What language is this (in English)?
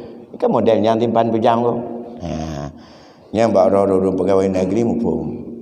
Achinese